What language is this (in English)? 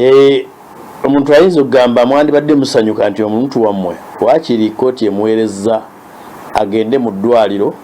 Ganda